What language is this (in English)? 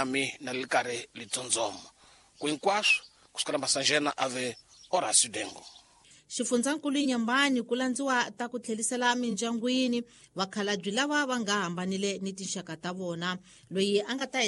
Tsonga